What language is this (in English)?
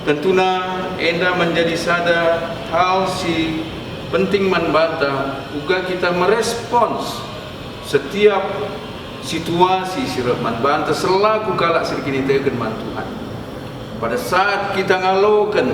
Batak Karo